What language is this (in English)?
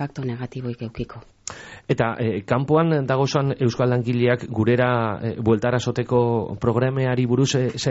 Basque